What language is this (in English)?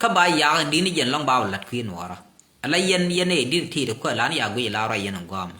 Nuer